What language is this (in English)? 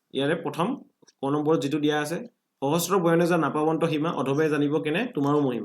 Assamese